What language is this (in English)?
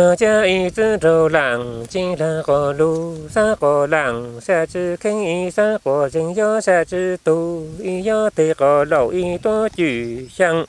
Hmong